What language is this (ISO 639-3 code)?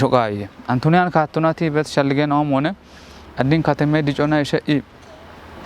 kbr